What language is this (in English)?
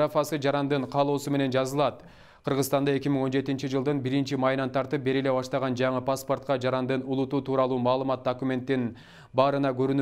Kyrgyz